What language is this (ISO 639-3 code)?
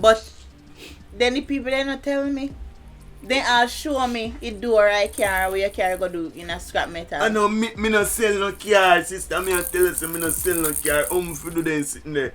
jam